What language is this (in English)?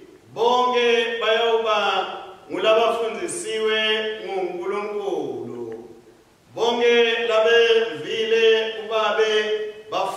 Swati